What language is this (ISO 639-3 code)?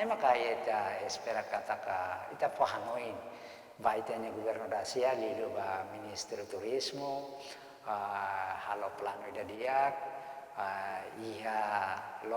tet